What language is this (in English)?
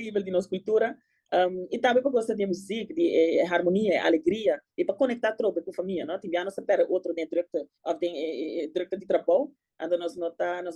Papiamento